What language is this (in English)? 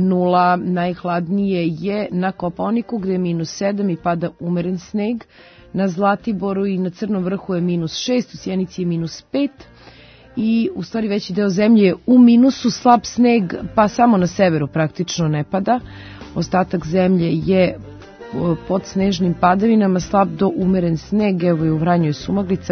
Serbian